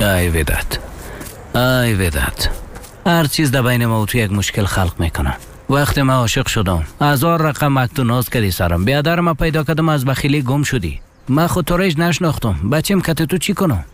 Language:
Persian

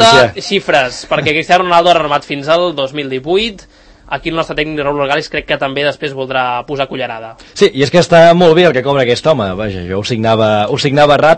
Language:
Catalan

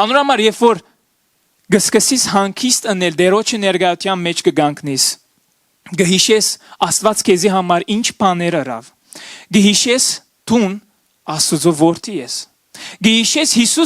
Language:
Western Armenian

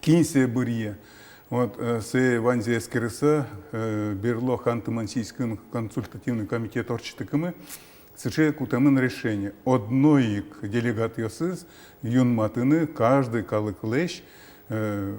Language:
Udmurt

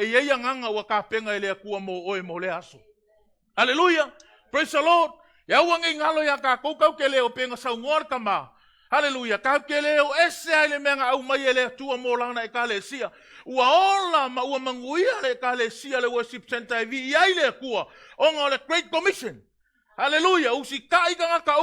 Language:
Samoan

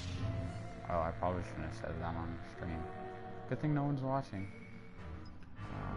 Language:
English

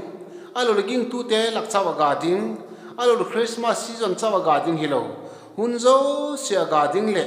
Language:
Vaiphei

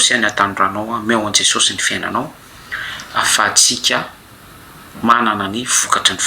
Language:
Malagasy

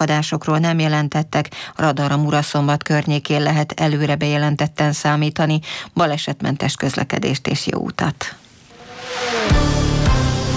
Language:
Hungarian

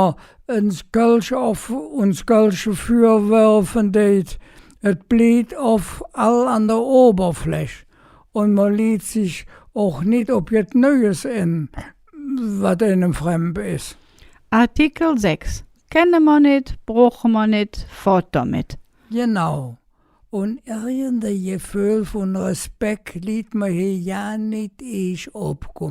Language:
Colognian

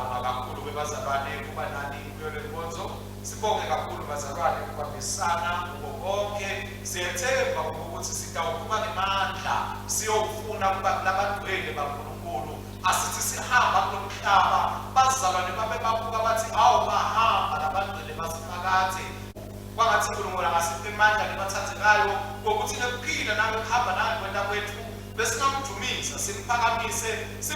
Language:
Swati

